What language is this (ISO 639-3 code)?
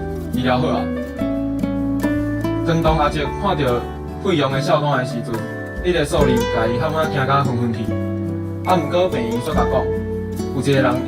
nan